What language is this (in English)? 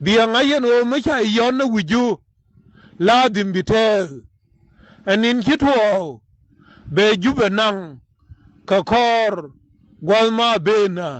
Nuer